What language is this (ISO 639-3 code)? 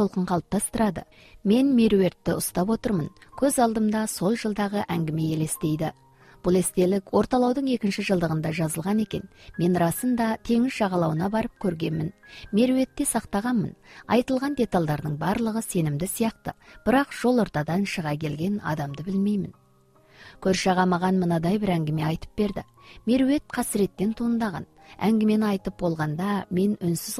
kaz